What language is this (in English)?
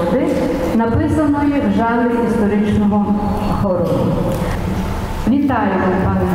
Ukrainian